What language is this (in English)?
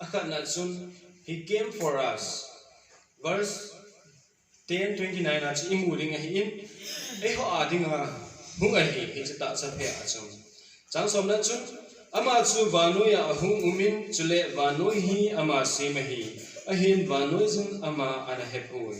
Thado Chin